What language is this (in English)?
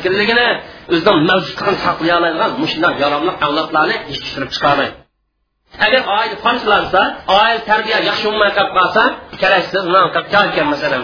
Uyghur